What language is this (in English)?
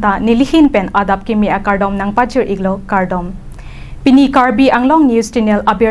Karbi